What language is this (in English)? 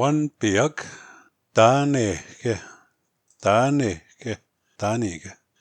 Plains Cree